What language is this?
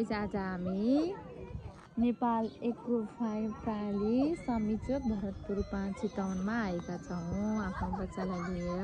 Nepali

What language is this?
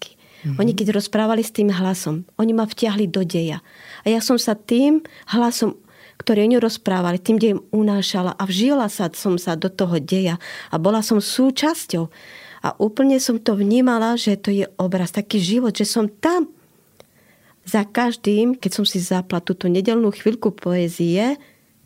Slovak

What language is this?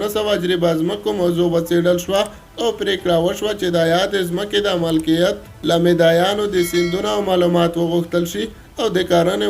Pashto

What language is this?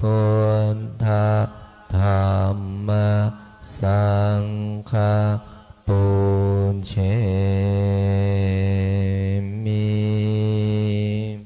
Pali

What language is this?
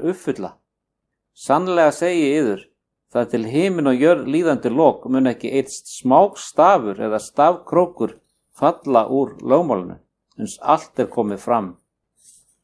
Icelandic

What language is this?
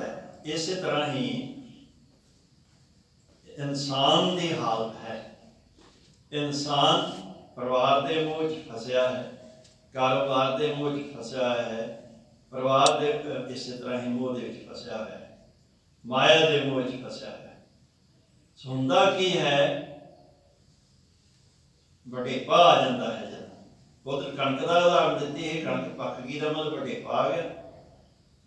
Punjabi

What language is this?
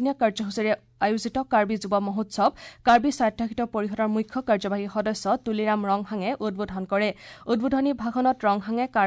Assamese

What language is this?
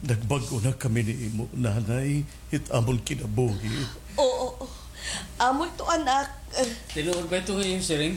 Waray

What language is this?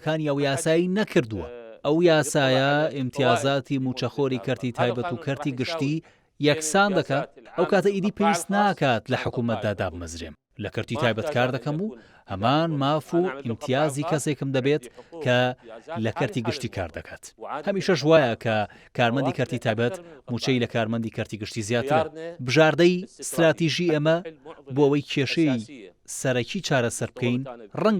Central Kurdish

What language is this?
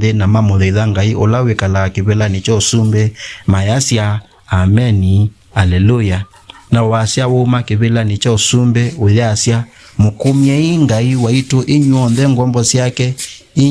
Kamba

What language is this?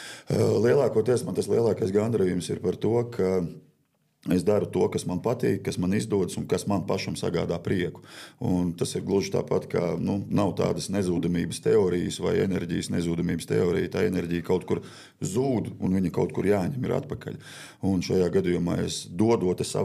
Latvian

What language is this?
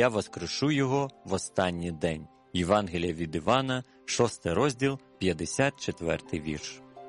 Ukrainian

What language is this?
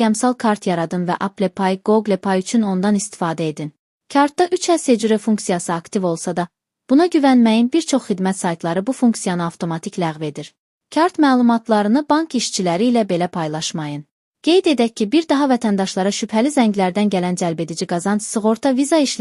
Azerbaijani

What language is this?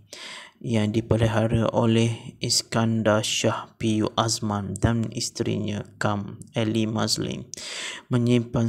Malay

